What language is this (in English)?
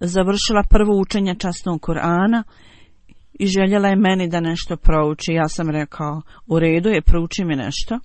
Bosnian